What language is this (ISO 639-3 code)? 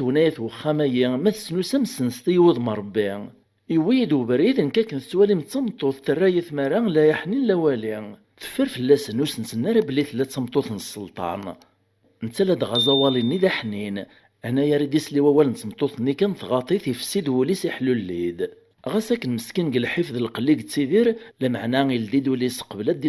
kab